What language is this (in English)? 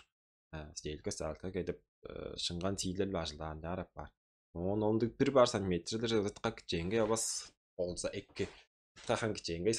Tuvinian